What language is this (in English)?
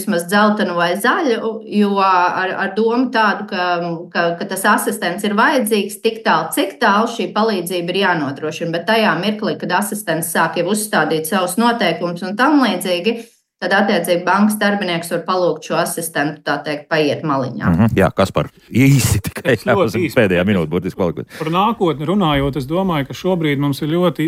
Latvian